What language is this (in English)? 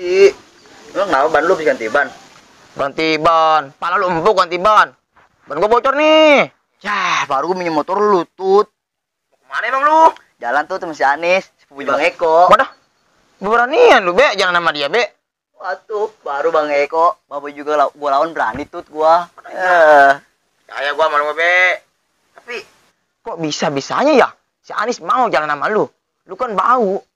Betawi